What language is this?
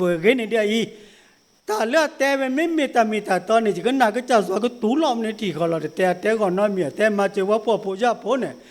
S'gaw Karen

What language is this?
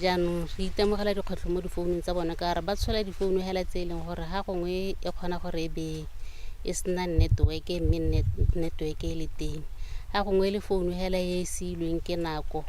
Tswana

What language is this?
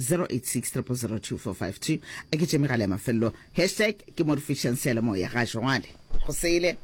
Northern Sotho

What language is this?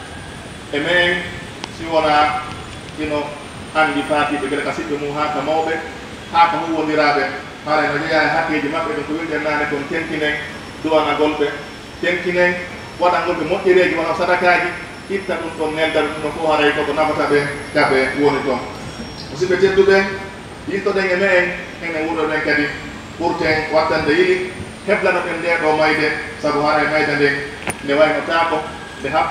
Pular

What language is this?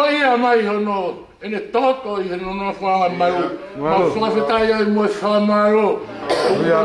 Tongan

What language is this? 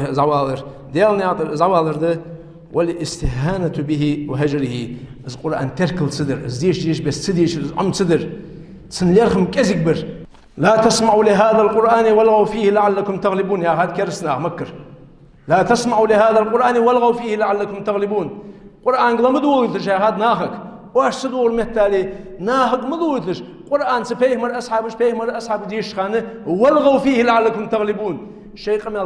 Ingush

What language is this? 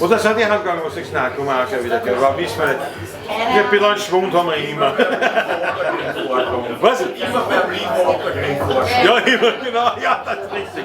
Bavarian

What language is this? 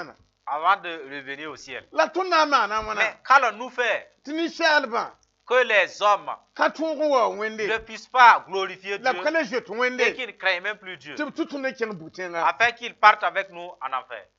Mossi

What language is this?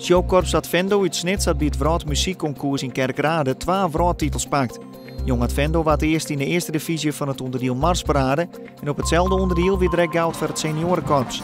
Western Frisian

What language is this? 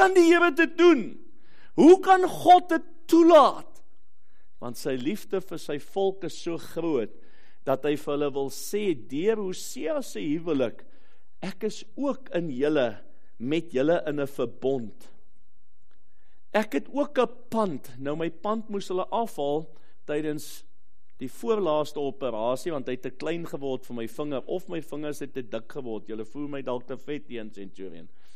Afrikaans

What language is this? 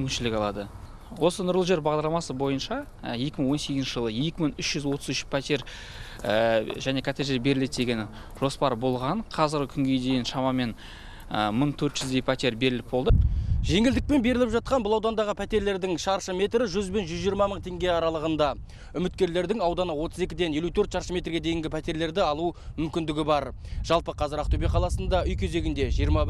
Kazakh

